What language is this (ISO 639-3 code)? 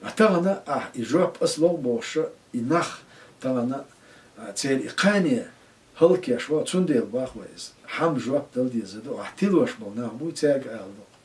che